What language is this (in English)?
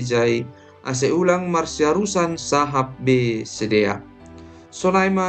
Batak Simalungun